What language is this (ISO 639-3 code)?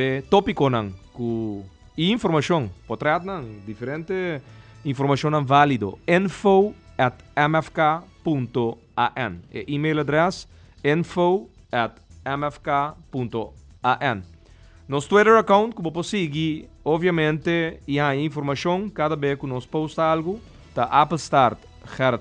pap